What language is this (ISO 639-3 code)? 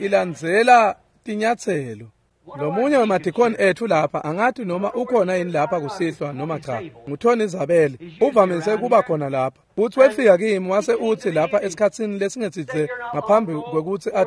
ssw